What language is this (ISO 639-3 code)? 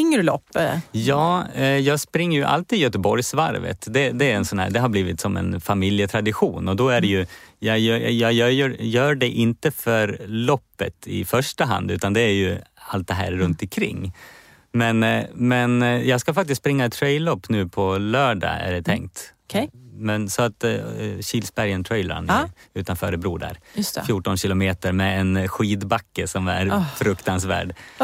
swe